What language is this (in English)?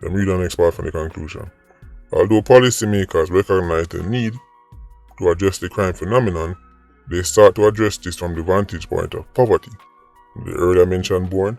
Jamaican Creole English